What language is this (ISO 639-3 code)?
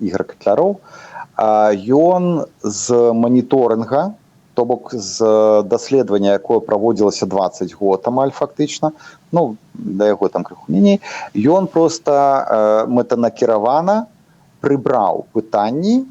bel